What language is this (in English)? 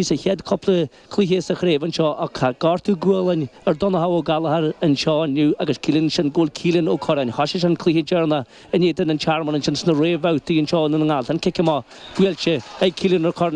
Irish